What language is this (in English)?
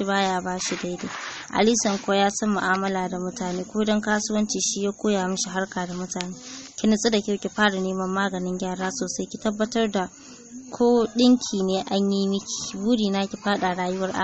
Hausa